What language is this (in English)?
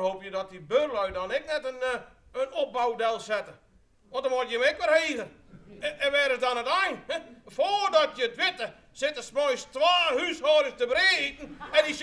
Western Frisian